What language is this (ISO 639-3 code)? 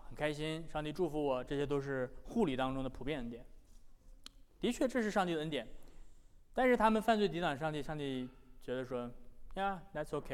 zho